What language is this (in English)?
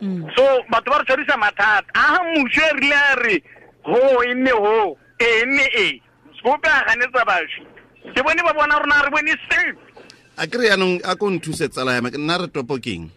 Tswana